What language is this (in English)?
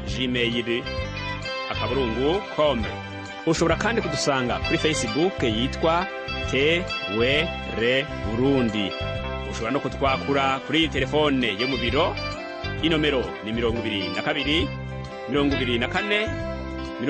Rundi